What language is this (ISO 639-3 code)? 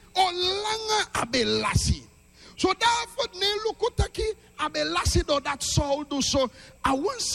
srn